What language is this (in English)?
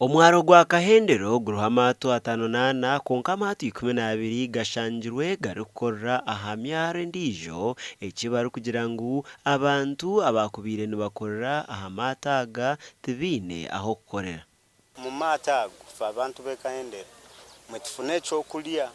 Nyankole